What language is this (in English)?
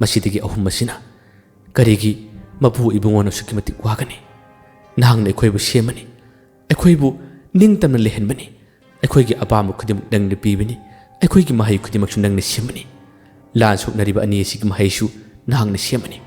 Manipuri